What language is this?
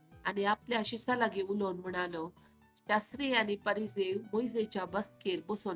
Konkani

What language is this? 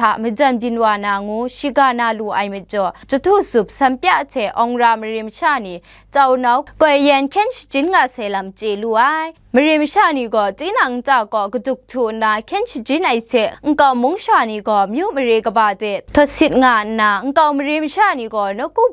Kachin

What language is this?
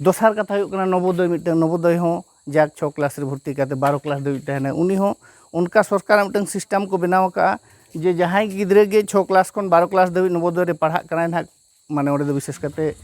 Santali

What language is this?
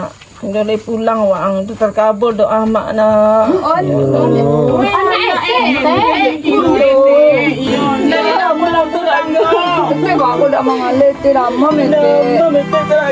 Minangkabau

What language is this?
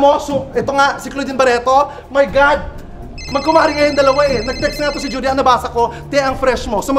Filipino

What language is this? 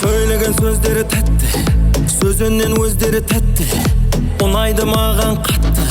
Kara-Kalpak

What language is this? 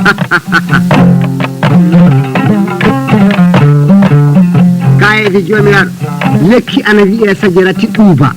Fula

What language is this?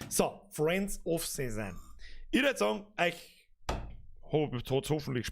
Bavarian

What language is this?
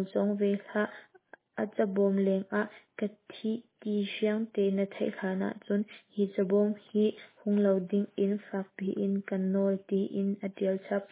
Hakha Chin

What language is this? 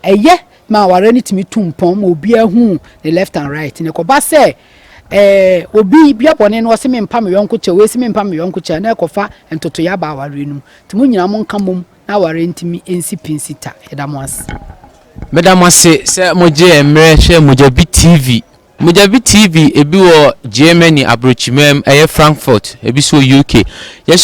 Akan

